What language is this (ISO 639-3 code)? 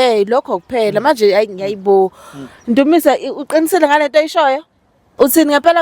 zul